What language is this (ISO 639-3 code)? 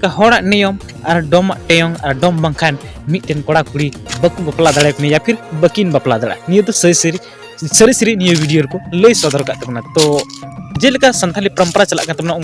sat